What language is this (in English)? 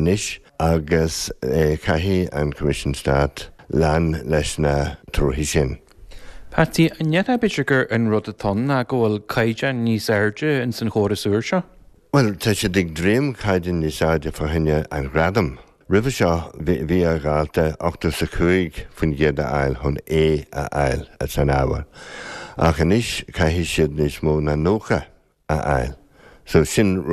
Irish